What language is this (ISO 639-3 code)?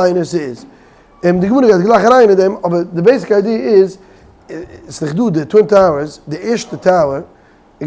yid